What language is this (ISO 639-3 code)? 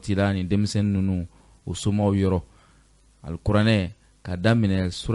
bam